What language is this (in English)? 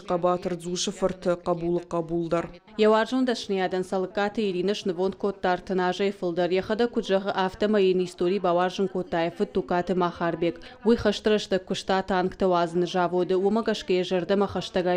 Ossetic